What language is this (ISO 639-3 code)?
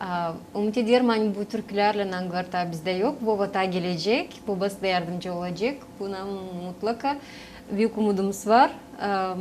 gag